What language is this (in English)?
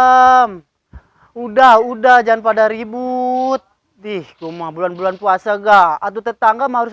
Betawi